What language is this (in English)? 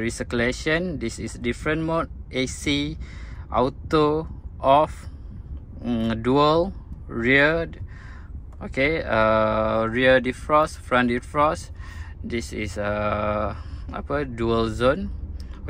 Malay